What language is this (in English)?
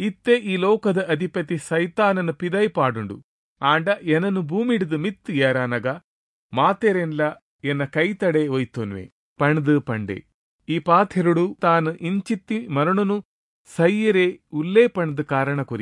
Tulu